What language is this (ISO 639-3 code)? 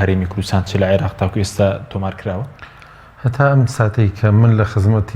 ckb